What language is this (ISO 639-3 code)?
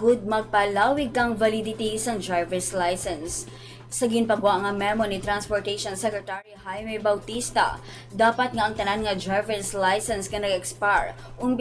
hil